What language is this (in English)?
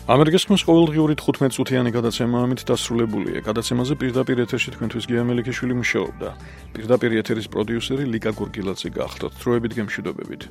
Georgian